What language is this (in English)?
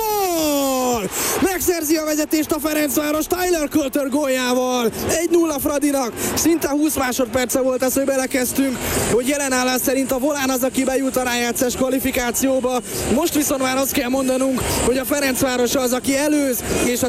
Hungarian